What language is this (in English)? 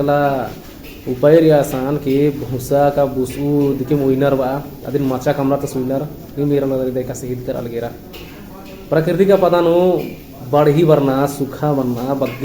Kurukh